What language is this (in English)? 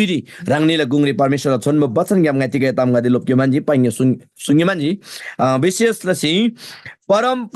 Eastern Tamang